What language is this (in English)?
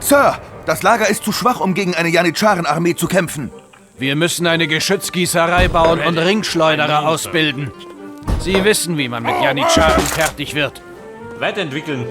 Bavarian